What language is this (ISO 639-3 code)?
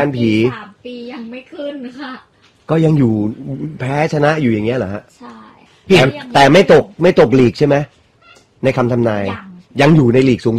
tha